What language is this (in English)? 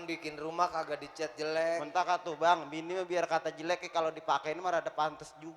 Betawi